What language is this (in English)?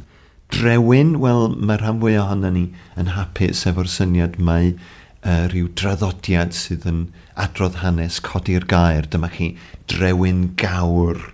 Welsh